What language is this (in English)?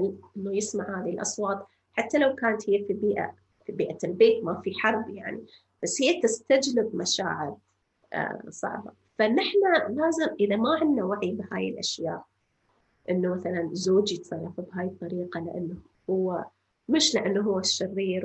North Levantine Arabic